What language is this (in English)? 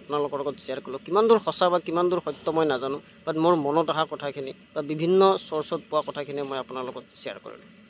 Assamese